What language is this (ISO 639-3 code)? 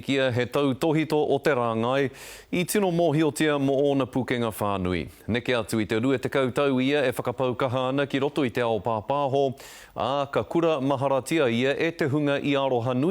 mri